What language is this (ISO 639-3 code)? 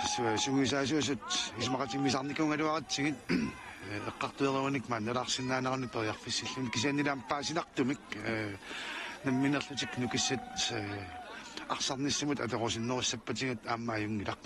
kal